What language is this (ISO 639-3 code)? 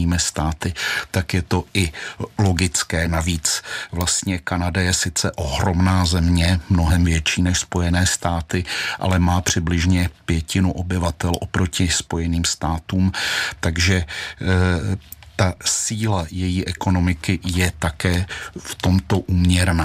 ces